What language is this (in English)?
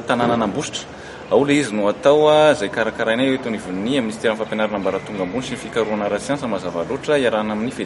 Malagasy